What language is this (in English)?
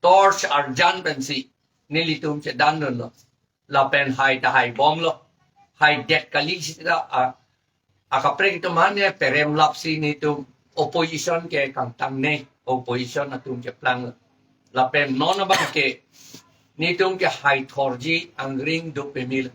Karbi